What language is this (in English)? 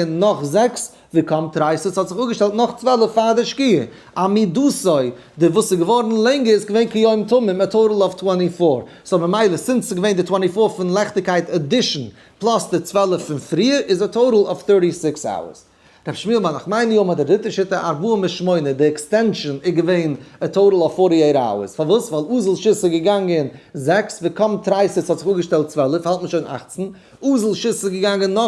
Yiddish